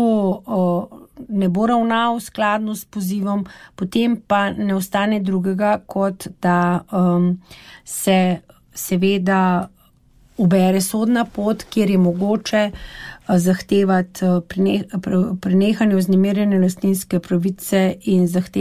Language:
Slovenian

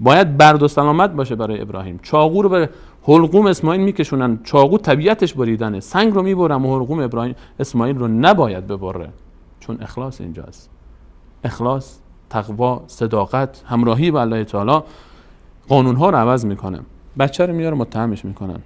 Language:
Persian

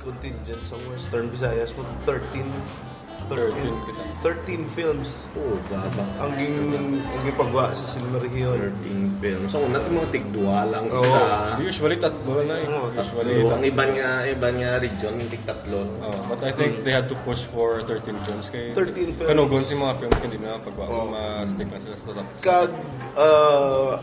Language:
Hiligaynon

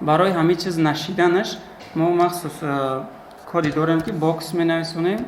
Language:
Tajik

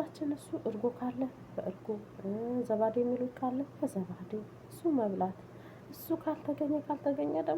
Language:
Amharic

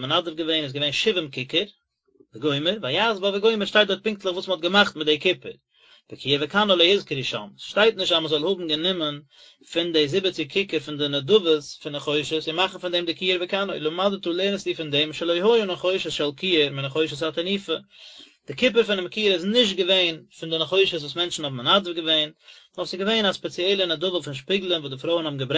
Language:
Yiddish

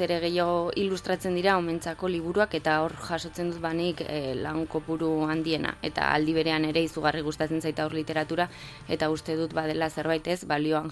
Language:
Basque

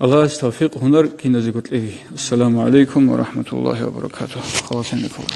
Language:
Avaric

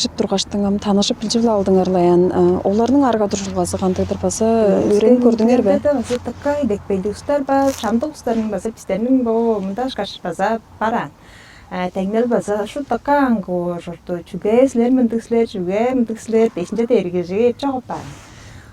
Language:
Tuvinian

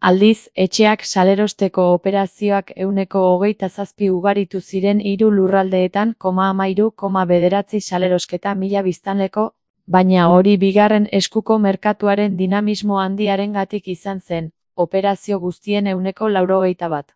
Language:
Basque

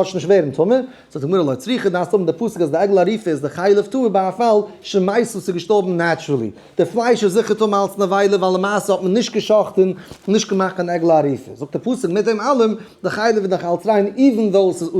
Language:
Yiddish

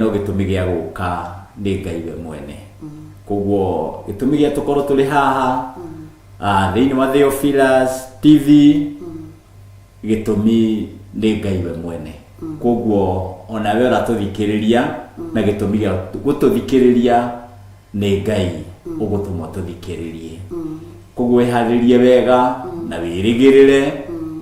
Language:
Kikuyu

